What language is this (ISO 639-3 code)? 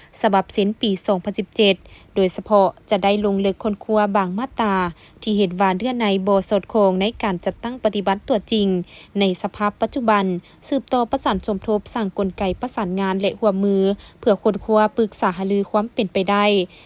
lao